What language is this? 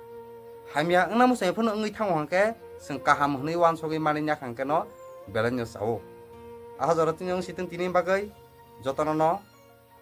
Kok Borok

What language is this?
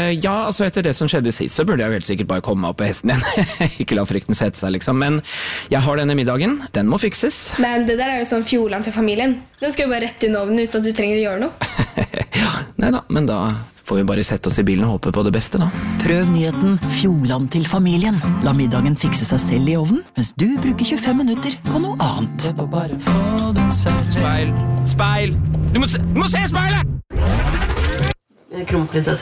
Norwegian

